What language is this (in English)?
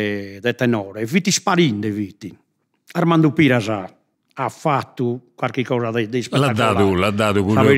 Sardinian